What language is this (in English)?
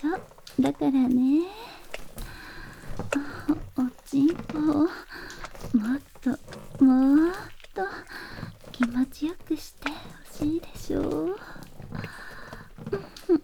Japanese